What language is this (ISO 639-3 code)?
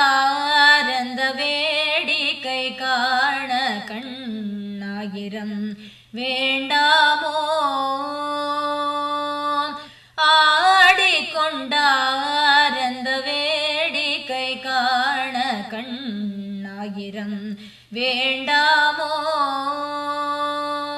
tam